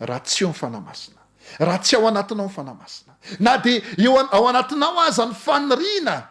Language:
Malagasy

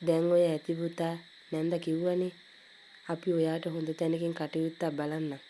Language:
Sinhala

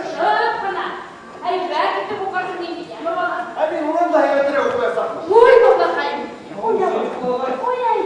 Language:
Bashkir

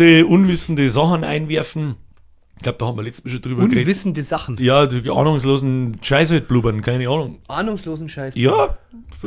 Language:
Bavarian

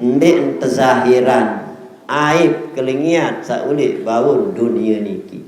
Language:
Sasak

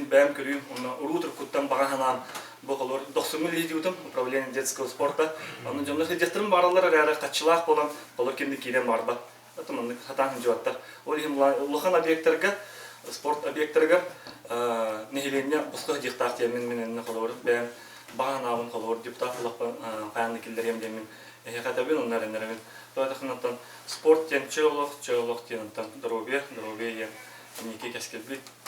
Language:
Yakut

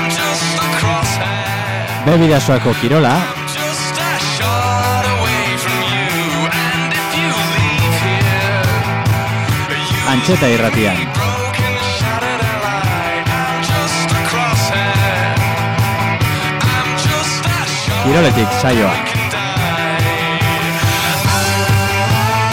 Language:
Basque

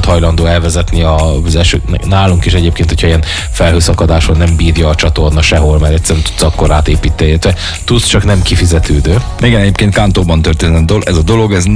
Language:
Hungarian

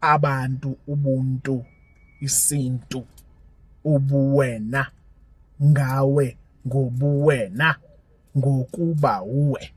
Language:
Zulu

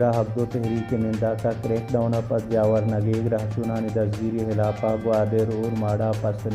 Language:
Baluchi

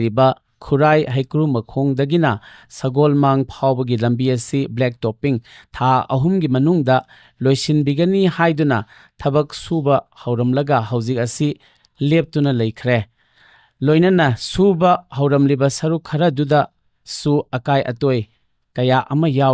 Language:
Manipuri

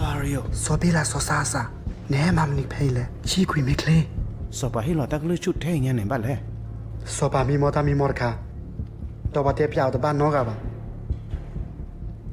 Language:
S'gaw Karen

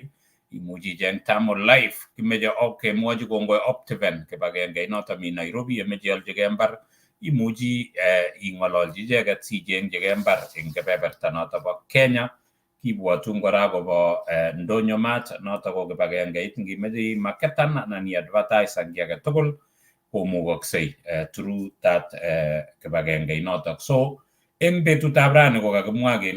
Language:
Kalenjin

